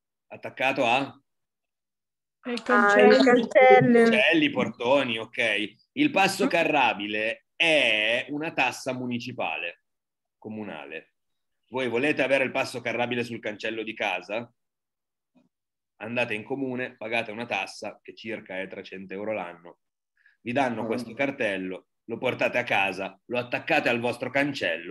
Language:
Italian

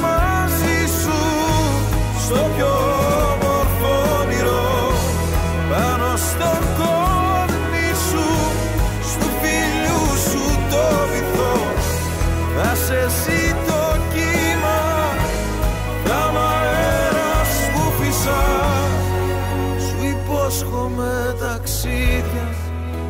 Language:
Greek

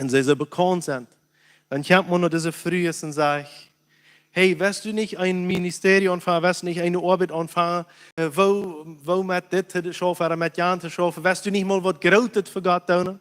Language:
Plautdietsch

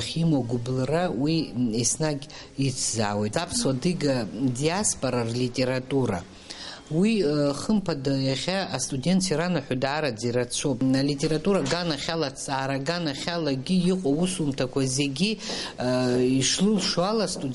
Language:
Abkhazian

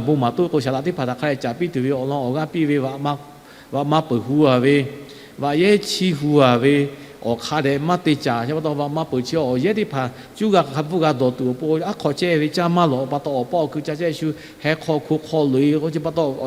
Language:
Lahu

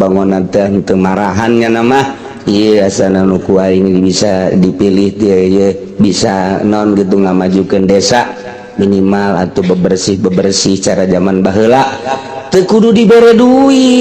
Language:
Sundanese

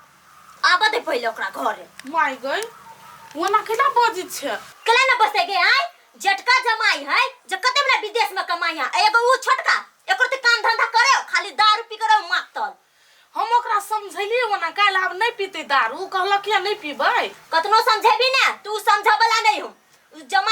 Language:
Maithili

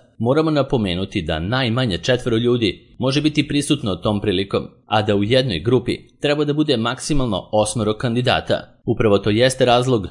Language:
Serbian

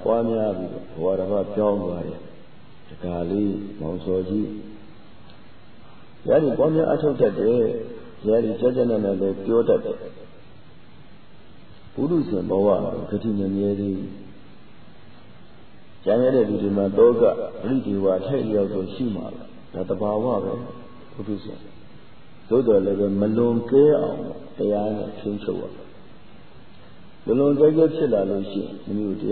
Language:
Burmese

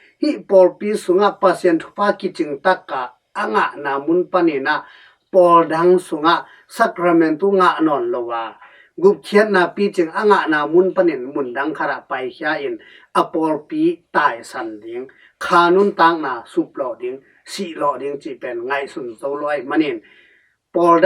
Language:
Tedim Chin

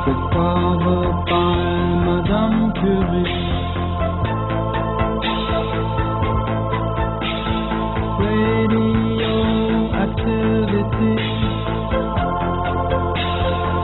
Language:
Serbian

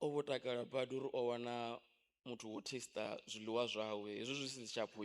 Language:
Venda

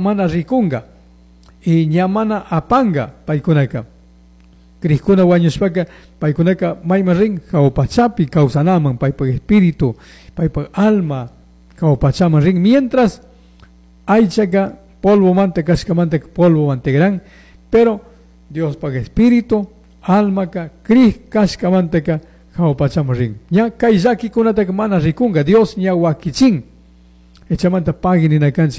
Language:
Chimborazo Highland Quichua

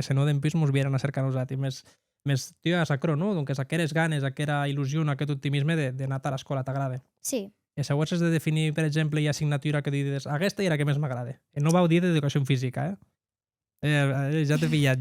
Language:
Occitan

